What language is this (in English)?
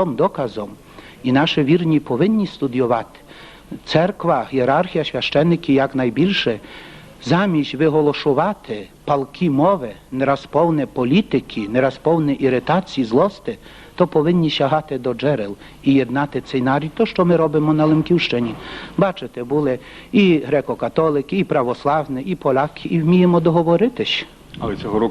Rusyn